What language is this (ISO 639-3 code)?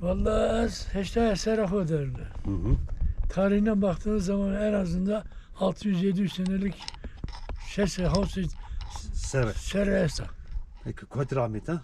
zza